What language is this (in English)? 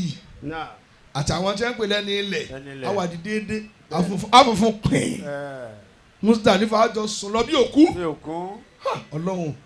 Yoruba